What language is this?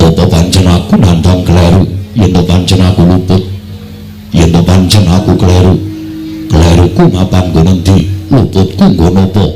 Javanese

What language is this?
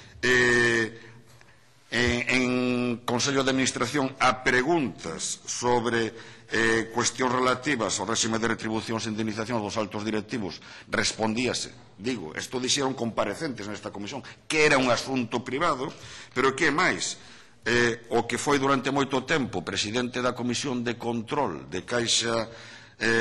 Galician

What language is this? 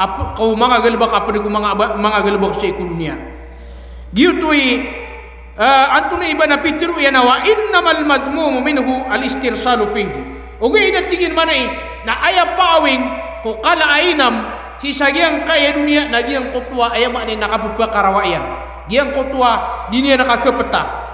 Maranao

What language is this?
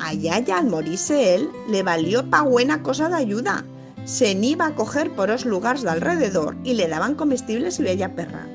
Aragonese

